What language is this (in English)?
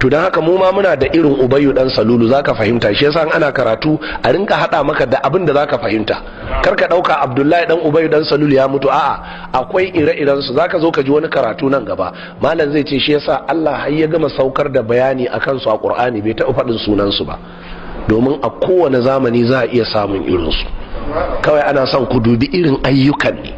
Hausa